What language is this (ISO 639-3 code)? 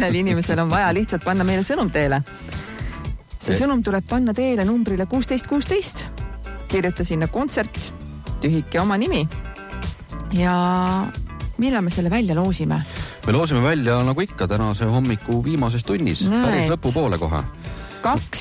est